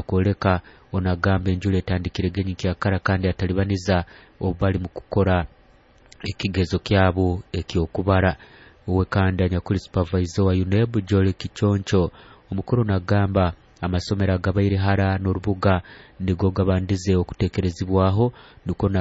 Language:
Nyoro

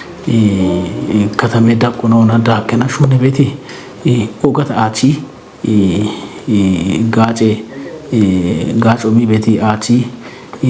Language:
Kafa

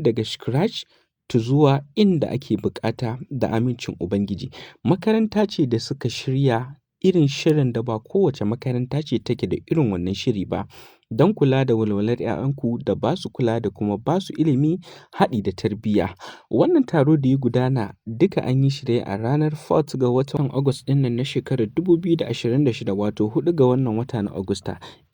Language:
Hausa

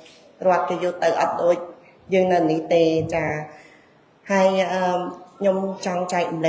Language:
Khmer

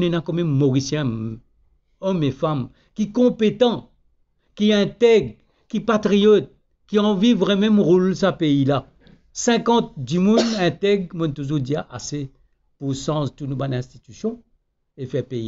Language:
Morisyen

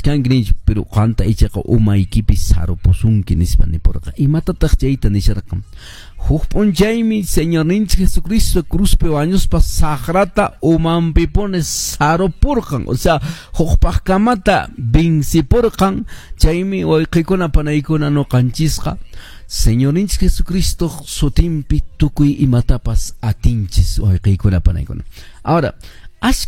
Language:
Quechua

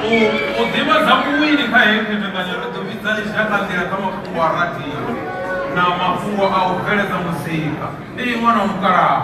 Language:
Venda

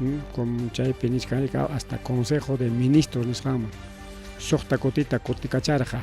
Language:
Ayacucho Quechua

